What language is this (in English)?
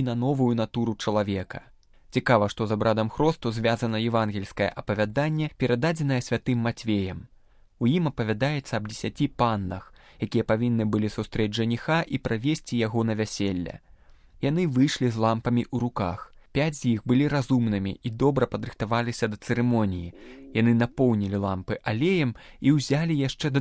Belarusian